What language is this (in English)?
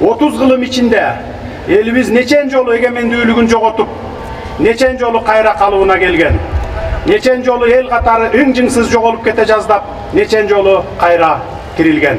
Kyrgyz